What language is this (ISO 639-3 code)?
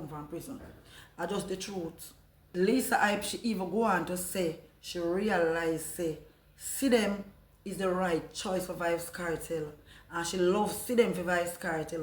jam